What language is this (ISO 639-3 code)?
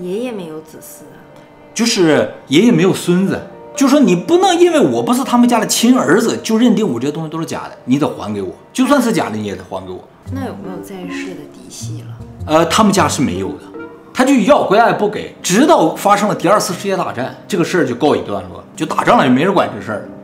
zho